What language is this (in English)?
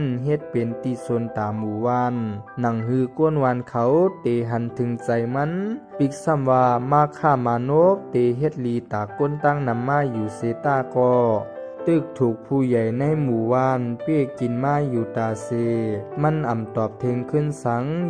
Shan